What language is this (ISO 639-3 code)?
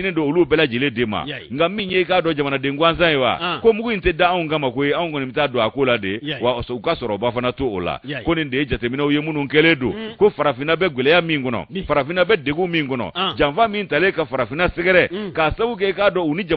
bam